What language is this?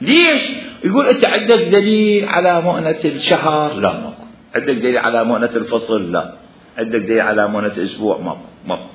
Mesopotamian Arabic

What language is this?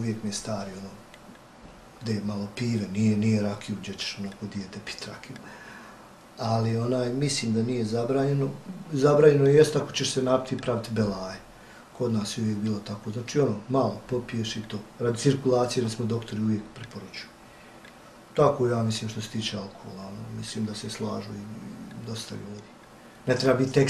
Bosnian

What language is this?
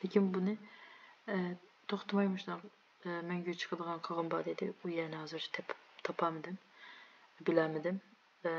Uyghur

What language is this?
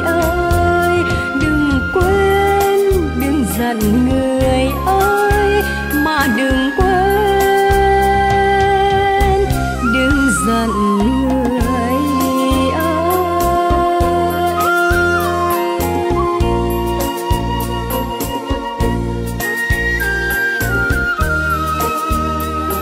Vietnamese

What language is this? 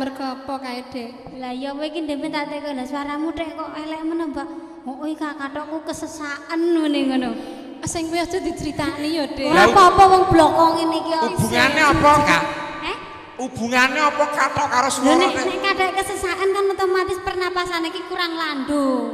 Javanese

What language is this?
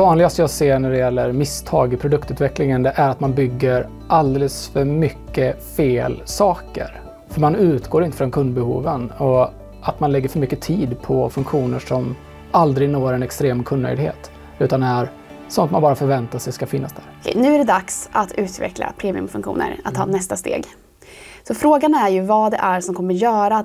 Swedish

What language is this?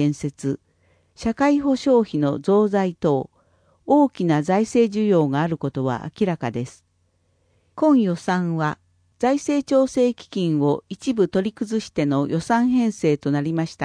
Japanese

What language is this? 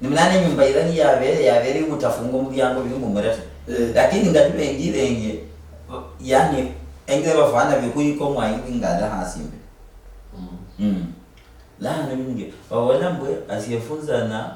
Luyia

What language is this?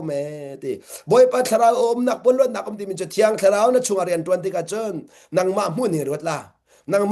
Hakha Chin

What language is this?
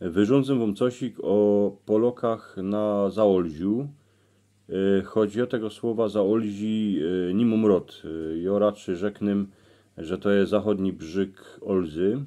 Silesian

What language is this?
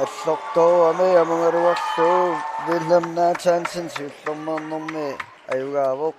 Kalaallisut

